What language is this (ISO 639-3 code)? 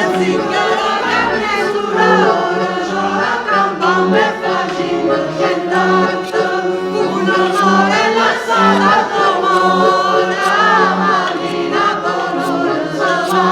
nap